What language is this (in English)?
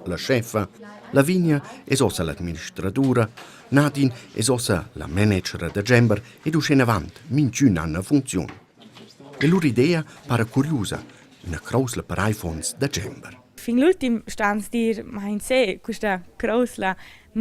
Romansh